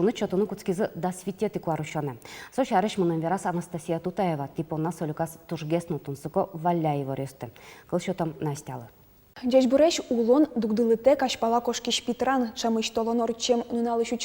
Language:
Udmurt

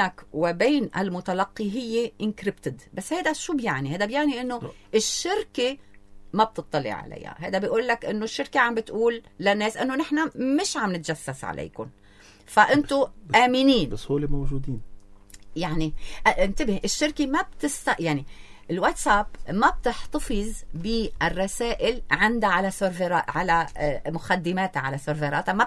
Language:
North Levantine Arabic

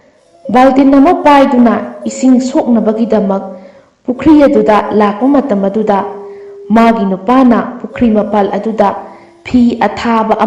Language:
Manipuri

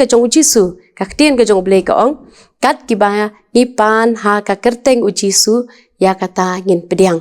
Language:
Khasi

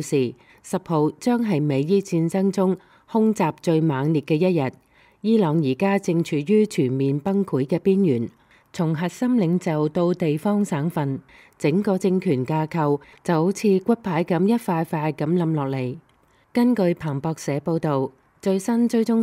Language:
Cantonese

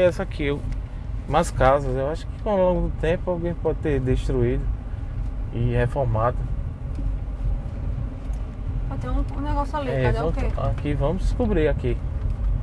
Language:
Portuguese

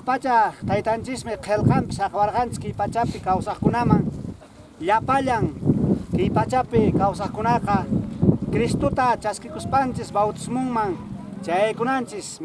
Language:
Quechua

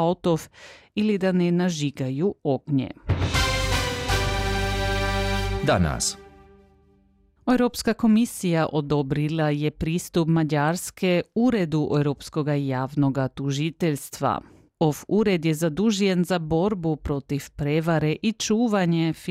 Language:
Croatian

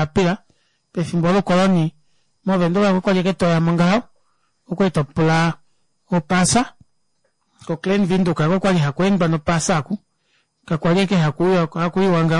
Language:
Kuanyama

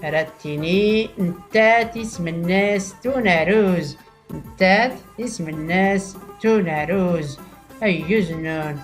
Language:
Tachelhit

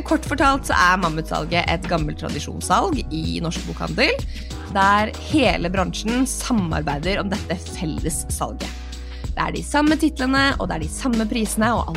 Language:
Norwegian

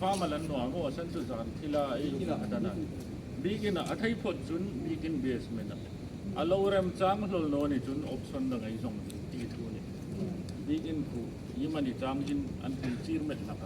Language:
Hmar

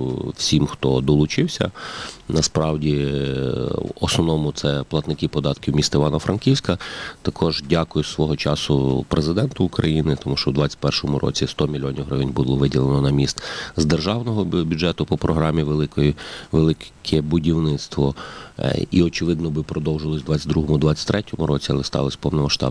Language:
Ukrainian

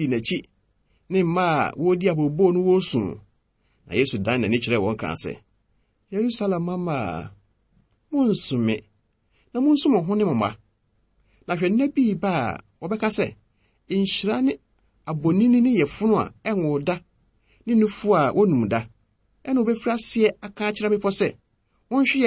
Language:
Akan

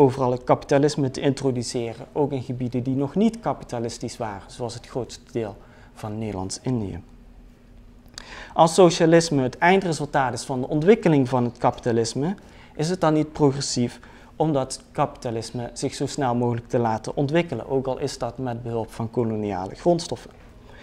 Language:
Dutch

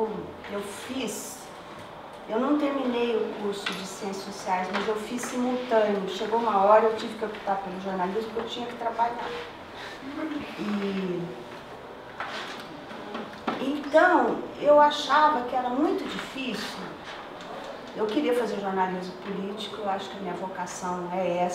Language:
Portuguese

